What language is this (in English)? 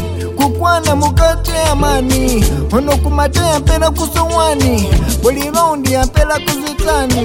Swahili